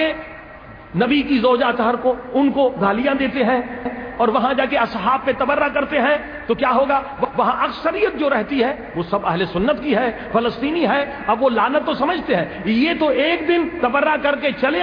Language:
Urdu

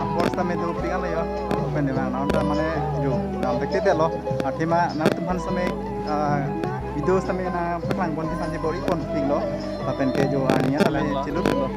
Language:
Karbi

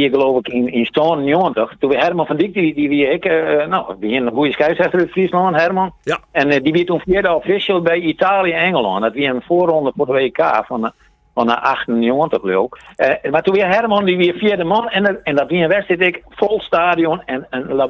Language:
Western Frisian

